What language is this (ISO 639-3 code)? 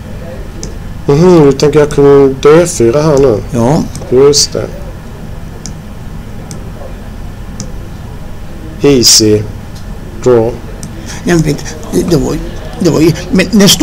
swe